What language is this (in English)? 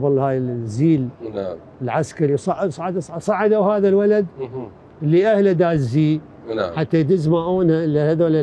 Mesopotamian Arabic